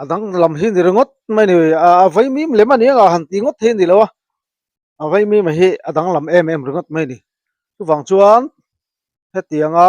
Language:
Mizo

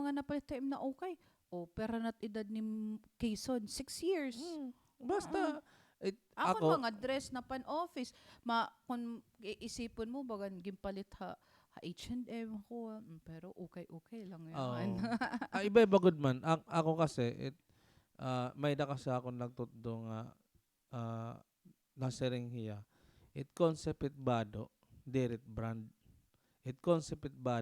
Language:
Waray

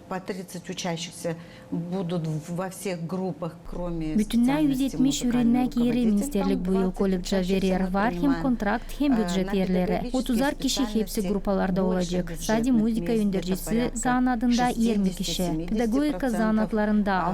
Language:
Gagauz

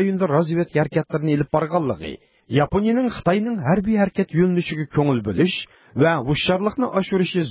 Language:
Uyghur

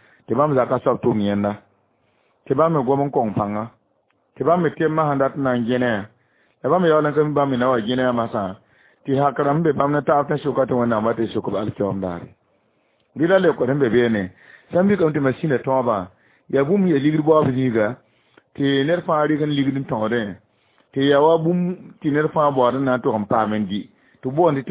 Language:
Mossi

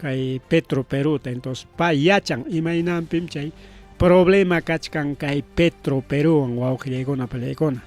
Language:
Ayacucho Quechua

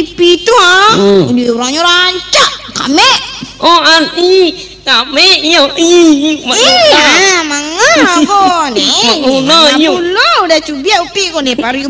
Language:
Minangkabau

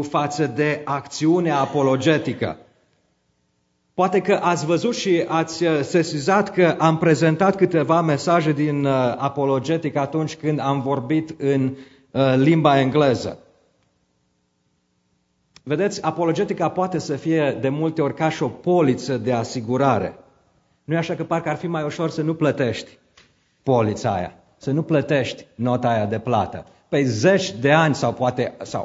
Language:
Romanian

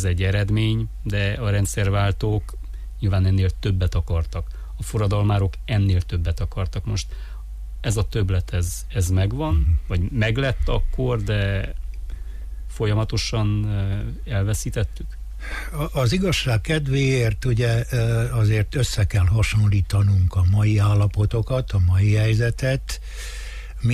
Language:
Hungarian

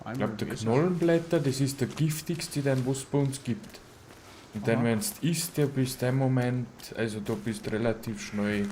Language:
Bavarian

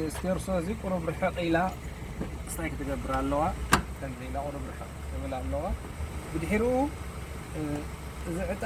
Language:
Tigrinya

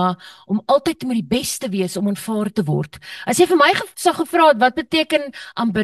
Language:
Afrikaans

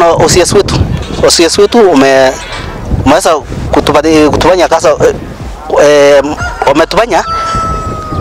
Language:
Swahili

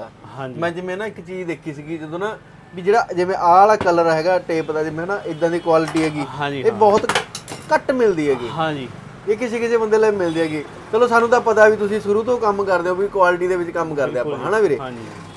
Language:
Punjabi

